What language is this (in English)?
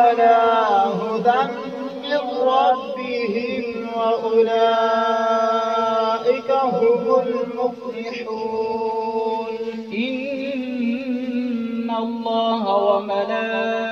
Arabic